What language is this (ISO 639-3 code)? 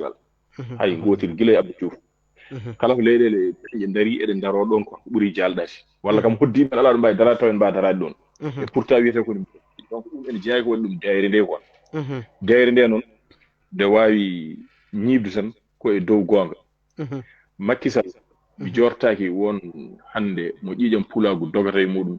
ful